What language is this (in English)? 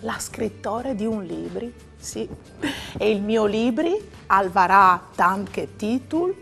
Friulian